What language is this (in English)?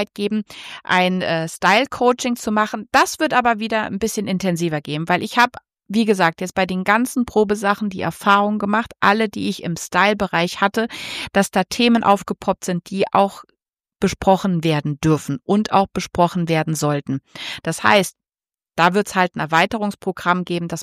German